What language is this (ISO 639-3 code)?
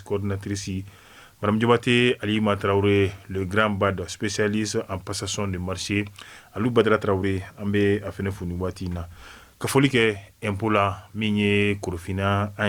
bam